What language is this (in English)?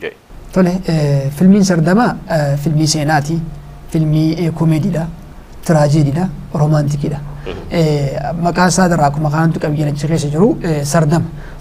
Oromo